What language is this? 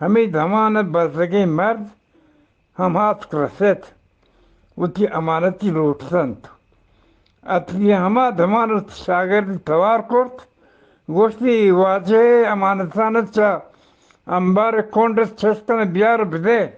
Eastern Balochi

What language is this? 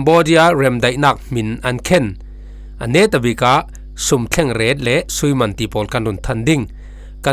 Falam Chin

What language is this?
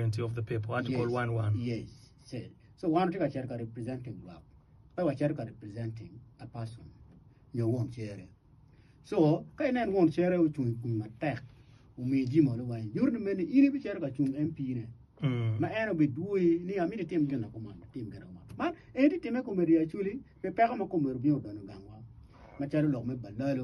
Acoli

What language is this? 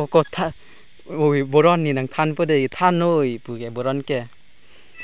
Karbi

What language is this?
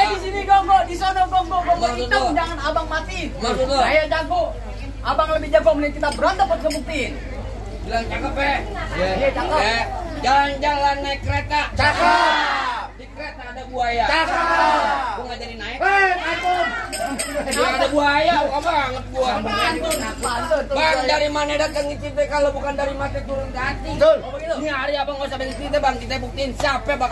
Betawi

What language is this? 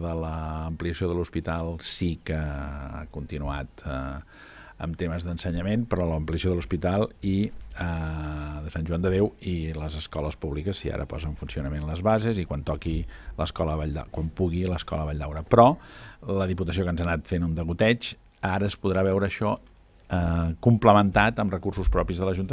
Catalan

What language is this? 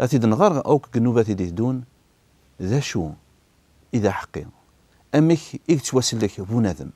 Kabyle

